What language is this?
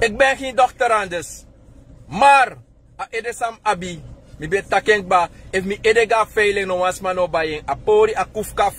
Sranan Tongo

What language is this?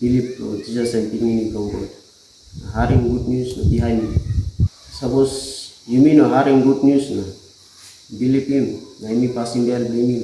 Tok Pisin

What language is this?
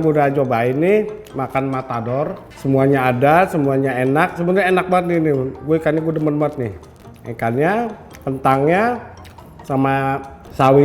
Betawi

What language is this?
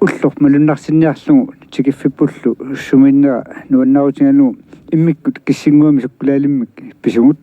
Kalaallisut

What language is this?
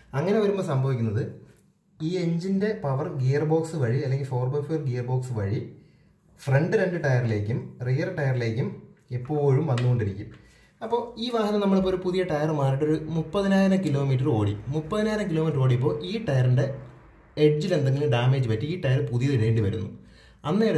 Malayalam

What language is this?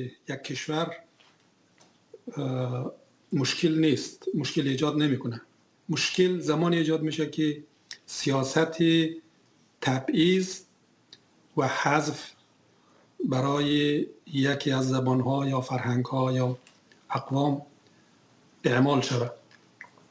Persian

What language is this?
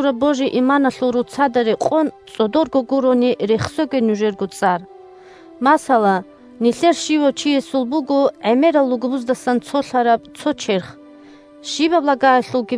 Avaric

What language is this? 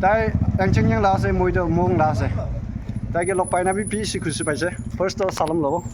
Naga Pidgin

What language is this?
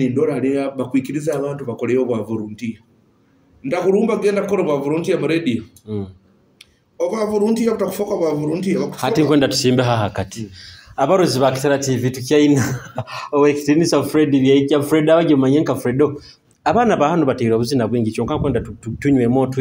Nyoro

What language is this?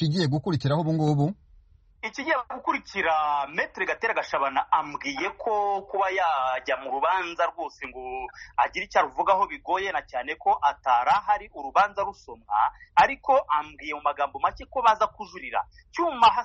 Kinyarwanda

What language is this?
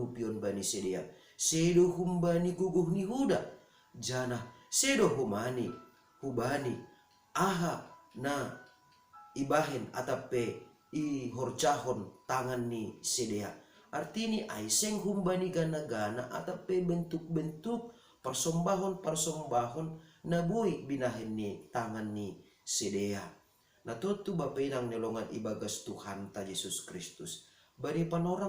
Batak Simalungun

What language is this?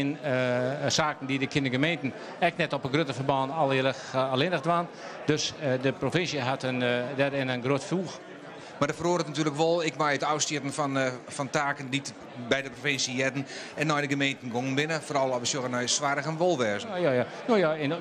Western Frisian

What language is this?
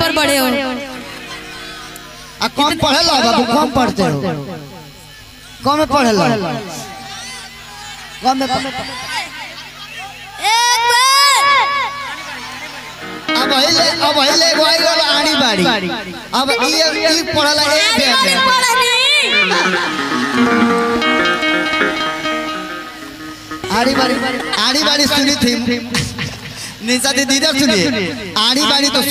Bhojpuri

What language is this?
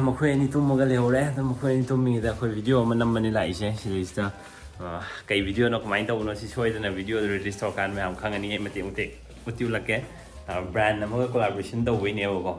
Manipuri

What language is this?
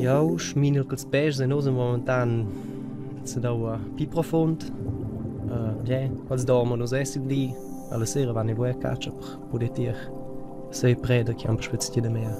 Romansh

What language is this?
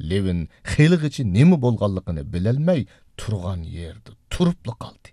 Uyghur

